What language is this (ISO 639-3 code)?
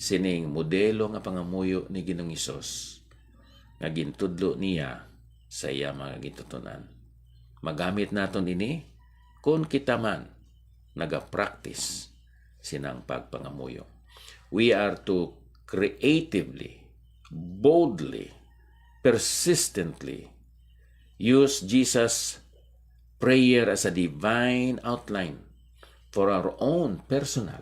hil